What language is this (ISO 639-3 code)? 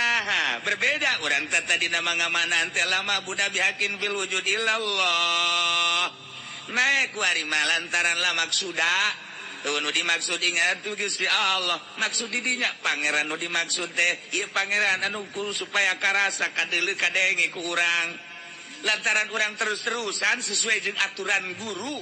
sun